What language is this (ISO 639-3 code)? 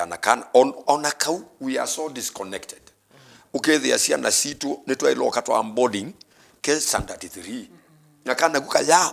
kam